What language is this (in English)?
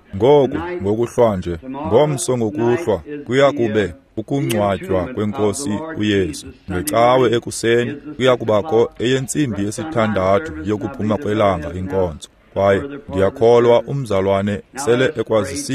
Xhosa